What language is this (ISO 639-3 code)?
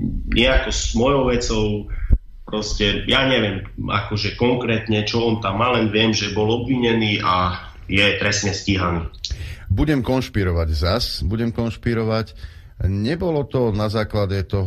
slk